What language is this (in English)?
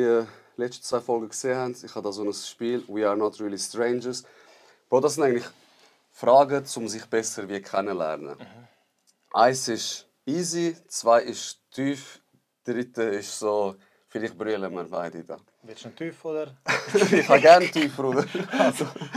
Swiss German